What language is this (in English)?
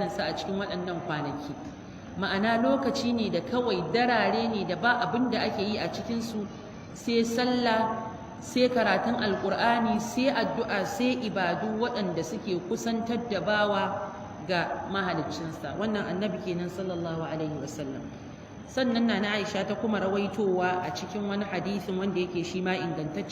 Hausa